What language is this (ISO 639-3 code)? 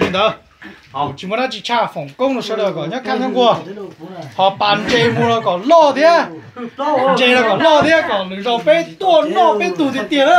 hmn